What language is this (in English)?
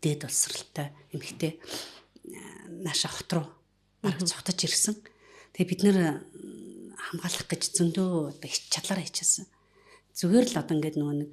Mongolian